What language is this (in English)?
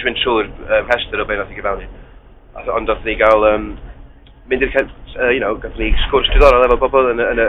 Welsh